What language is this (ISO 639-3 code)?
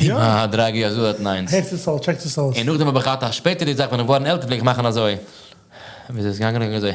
yid